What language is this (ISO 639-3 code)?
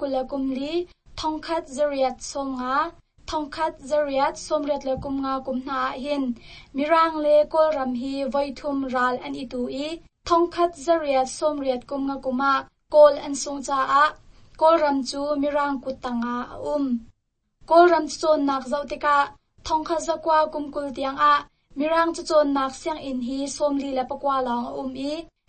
cnh